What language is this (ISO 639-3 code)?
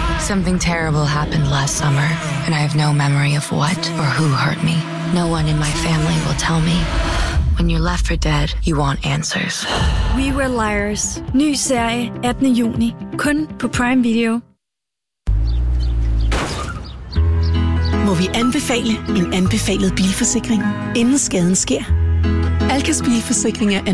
dan